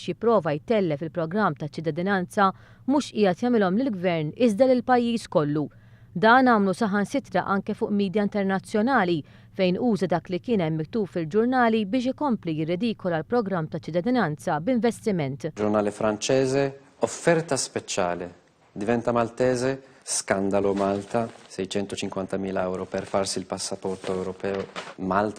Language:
Maltese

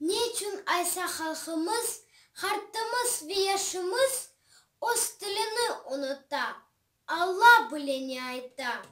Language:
Crimean Tatar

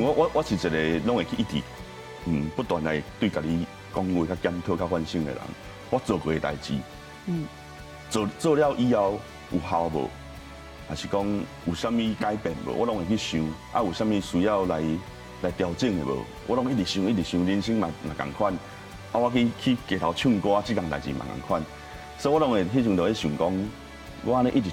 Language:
Min Nan Chinese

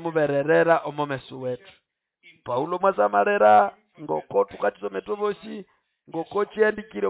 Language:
Nande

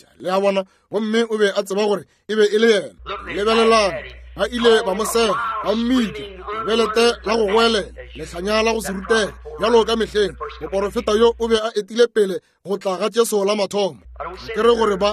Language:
Northern Sotho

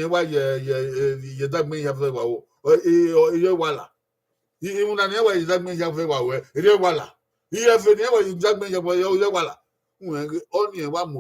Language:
Bini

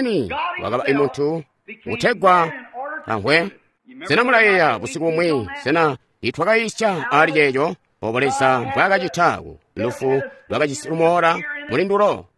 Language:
Tonga (Zambia)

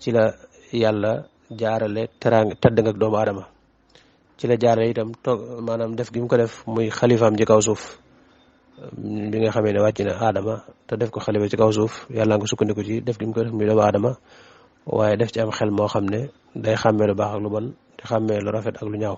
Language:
Wolof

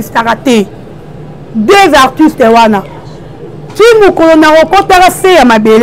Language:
Lingala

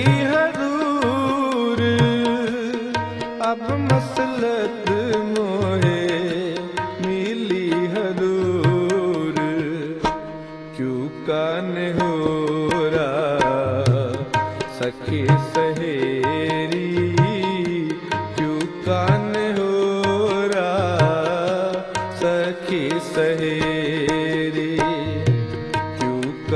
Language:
Punjabi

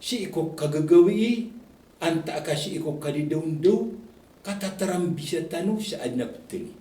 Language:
Maranao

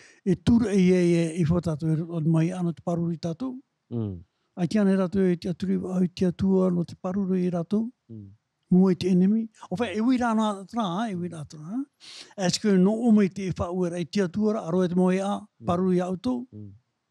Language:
Tahitian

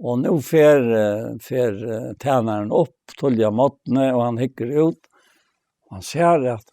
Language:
Faroese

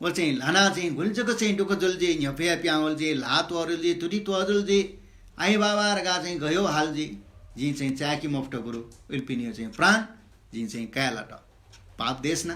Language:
Newari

